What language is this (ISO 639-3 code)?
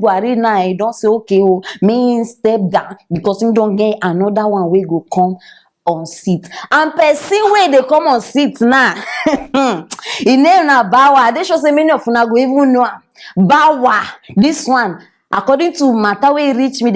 pcm